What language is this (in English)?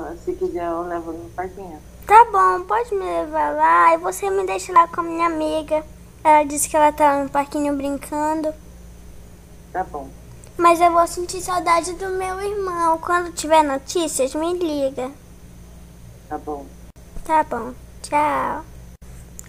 Portuguese